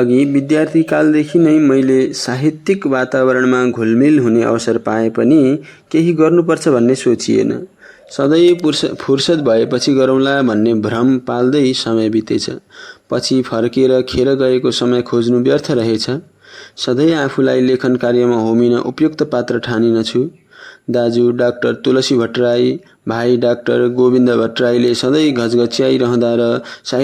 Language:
Nepali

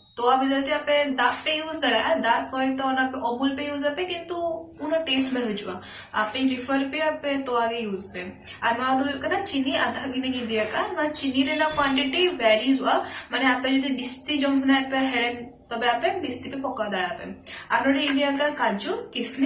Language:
Santali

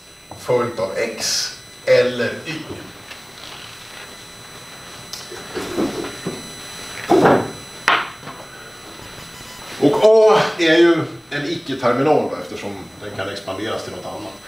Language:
Swedish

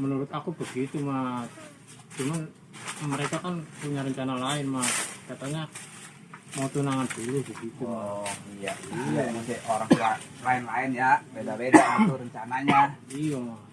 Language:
Betawi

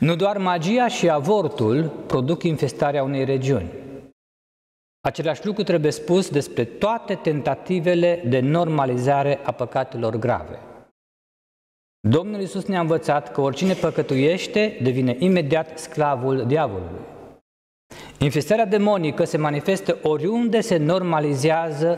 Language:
Romanian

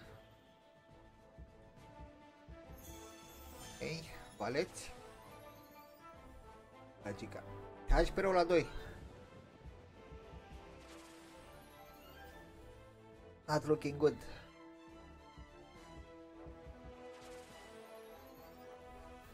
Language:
Romanian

